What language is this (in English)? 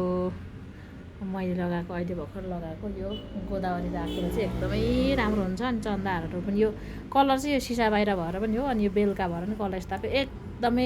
Nepali